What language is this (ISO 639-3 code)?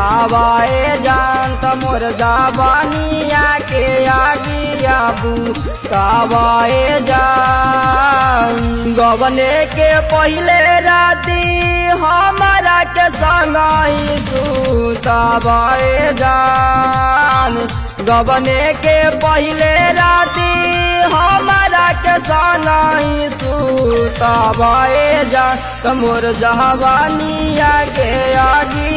bho